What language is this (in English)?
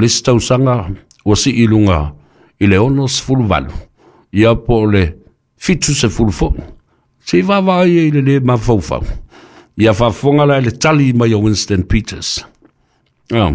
Samoan